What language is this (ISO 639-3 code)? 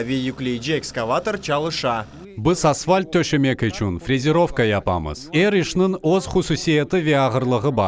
crh